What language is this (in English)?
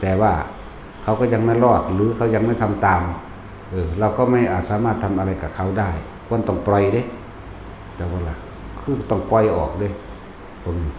Northeastern Thai